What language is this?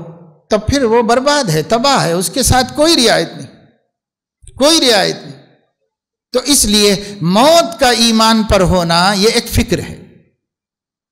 Urdu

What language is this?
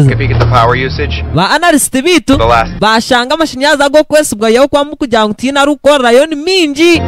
Nyankole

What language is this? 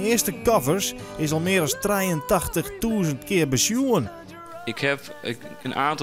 Western Frisian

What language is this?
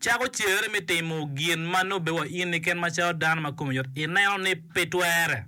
Acoli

